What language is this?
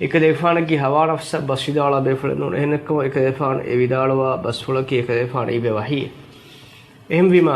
Divehi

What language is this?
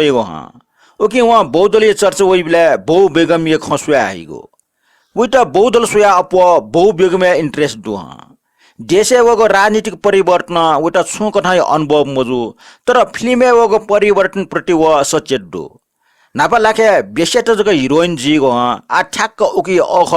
Newari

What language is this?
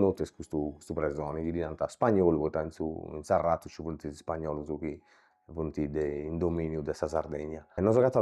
Sardinian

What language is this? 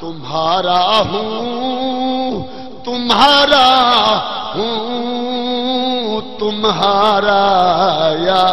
Saraiki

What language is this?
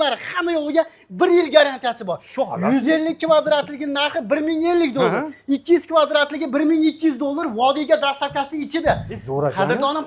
Uzbek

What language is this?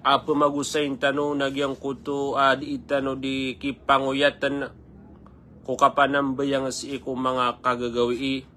Maranao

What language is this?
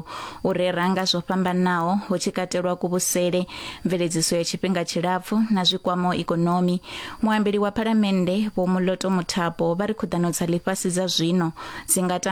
Venda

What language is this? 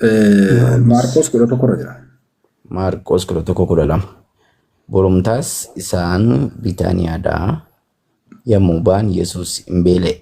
Oromo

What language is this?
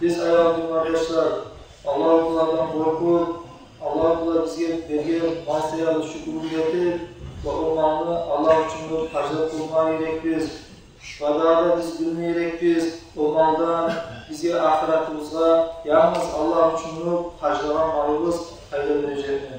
Kumyk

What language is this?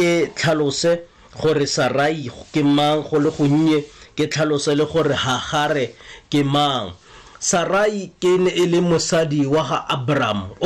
Tswana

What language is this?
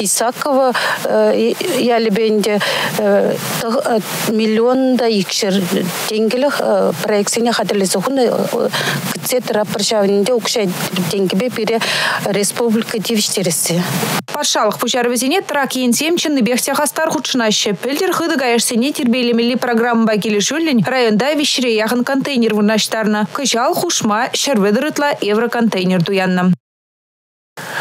Chuvash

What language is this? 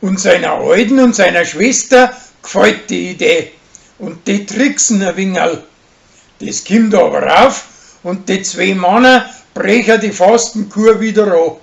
Bavarian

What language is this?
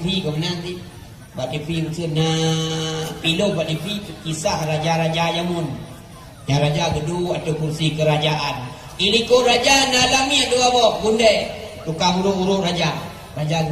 Achinese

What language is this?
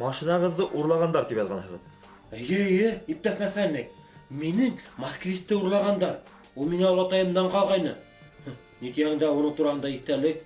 Bashkir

